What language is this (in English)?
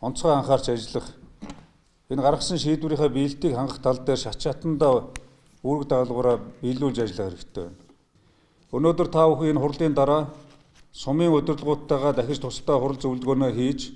Mongolian